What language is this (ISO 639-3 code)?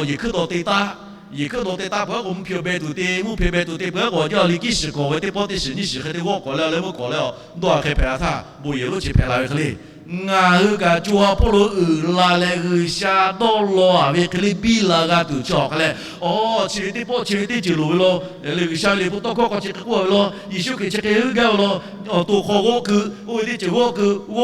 lhu